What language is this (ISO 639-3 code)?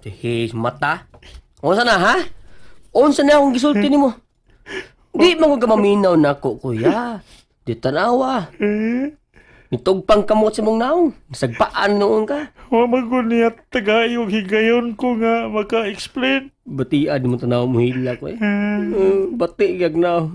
ceb